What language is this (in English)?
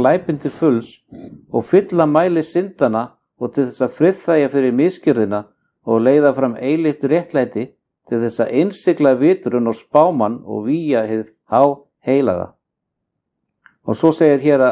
Icelandic